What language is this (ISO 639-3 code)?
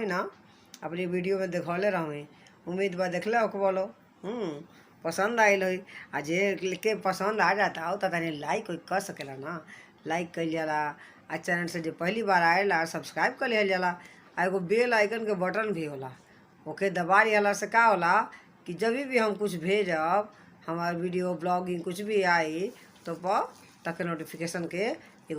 bho